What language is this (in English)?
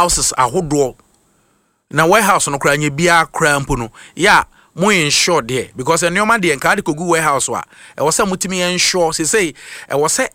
Akan